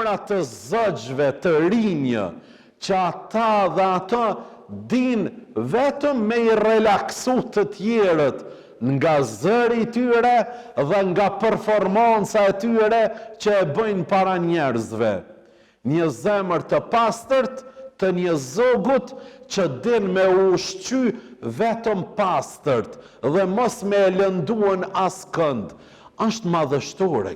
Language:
Albanian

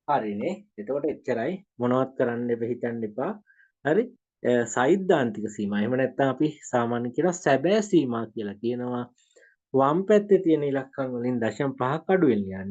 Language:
Sinhala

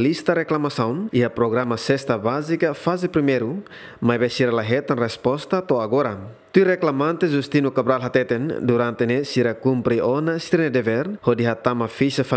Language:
Tetum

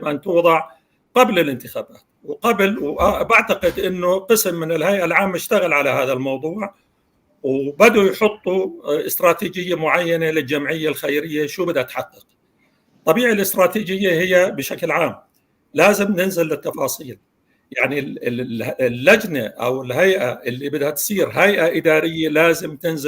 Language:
North Levantine Arabic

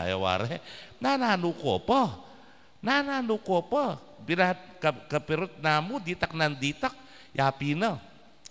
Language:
Pampanga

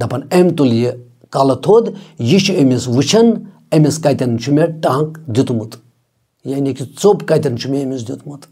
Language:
Kashmiri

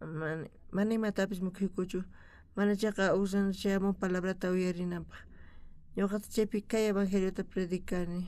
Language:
South Bolivian Quechua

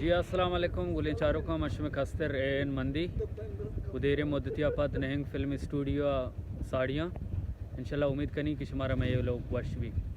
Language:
Baluchi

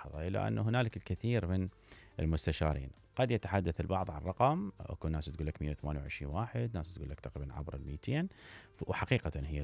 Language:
Mesopotamian Arabic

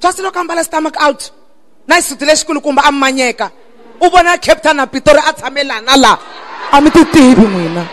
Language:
Tsonga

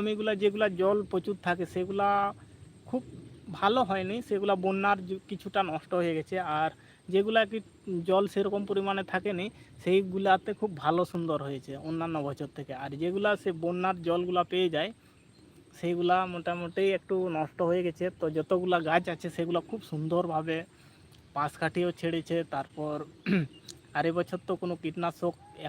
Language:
Santali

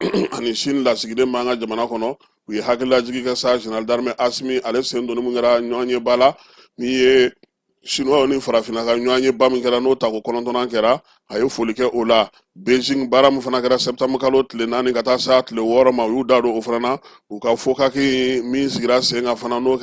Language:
Bambara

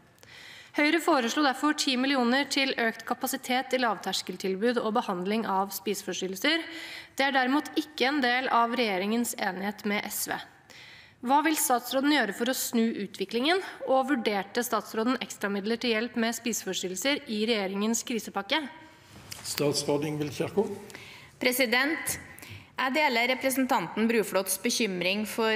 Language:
Norwegian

